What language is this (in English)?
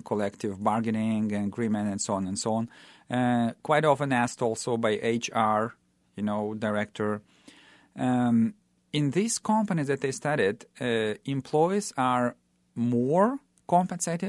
English